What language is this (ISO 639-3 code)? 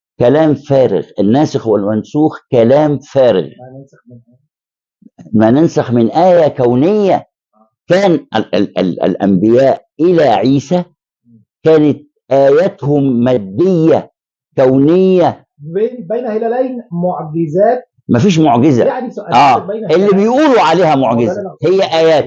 arz